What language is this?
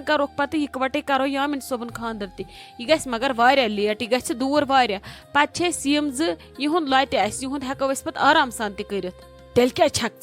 Kashmiri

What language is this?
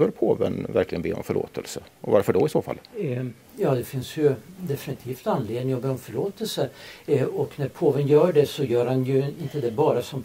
Swedish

